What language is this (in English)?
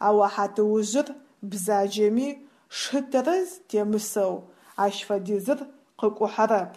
Adyghe